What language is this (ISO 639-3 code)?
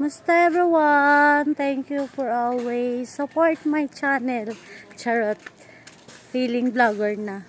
hil